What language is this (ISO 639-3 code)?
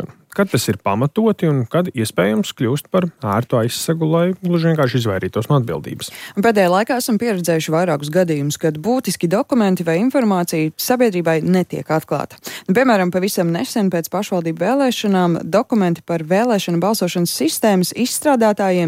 lav